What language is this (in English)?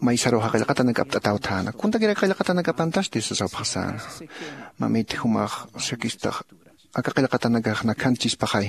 Aymara